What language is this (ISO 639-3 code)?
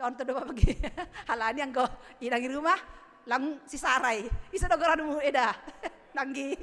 bts